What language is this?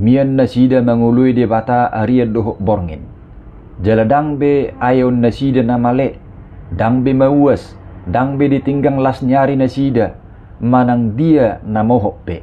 Batak Toba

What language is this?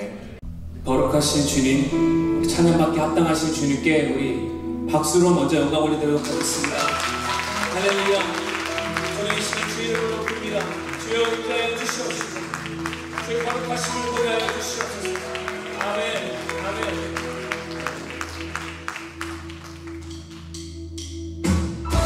Korean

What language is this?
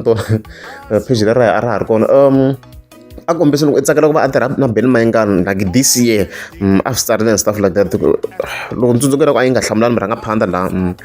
Tsonga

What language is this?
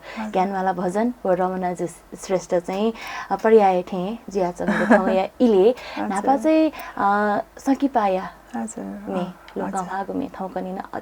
Newari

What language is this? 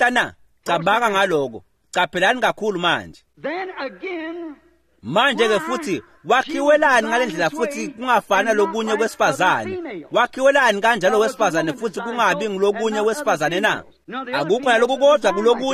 Swati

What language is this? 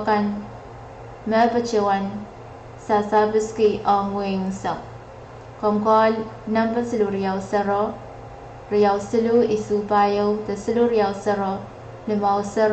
Pohnpeian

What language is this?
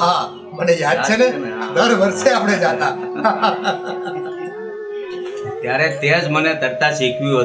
Gujarati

